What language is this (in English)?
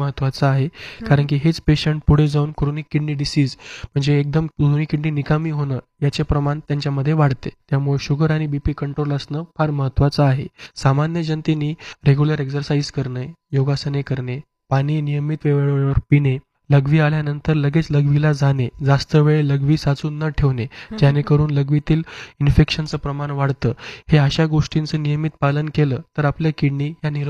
Marathi